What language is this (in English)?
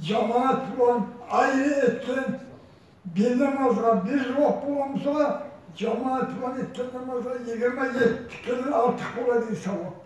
Kumyk